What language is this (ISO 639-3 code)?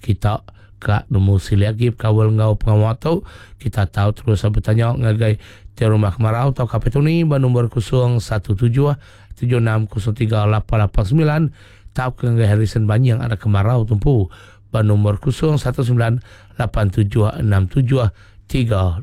iba